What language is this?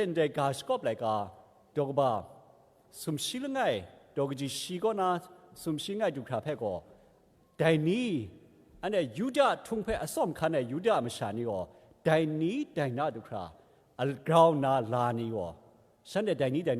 Kachin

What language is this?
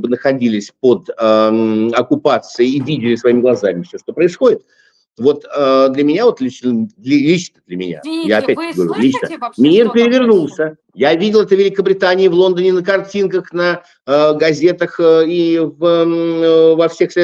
Russian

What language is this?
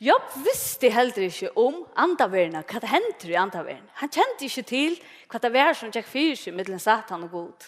Faroese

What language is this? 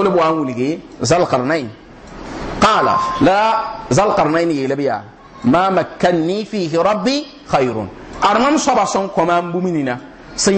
Mossi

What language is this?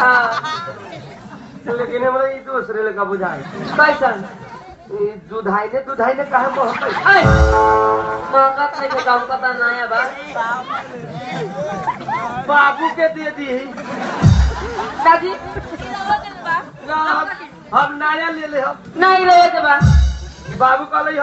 Bhojpuri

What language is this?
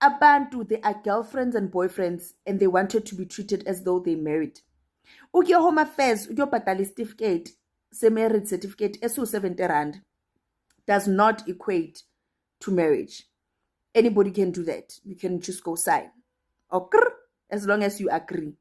Zulu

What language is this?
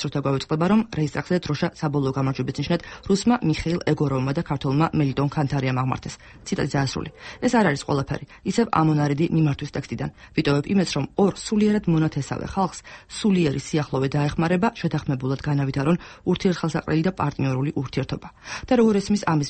Georgian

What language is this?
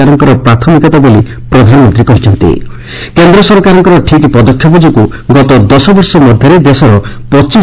Odia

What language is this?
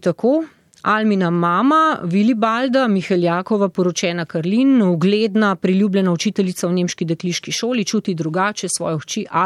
Slovenian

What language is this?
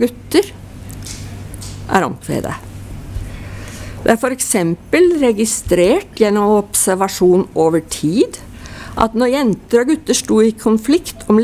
Norwegian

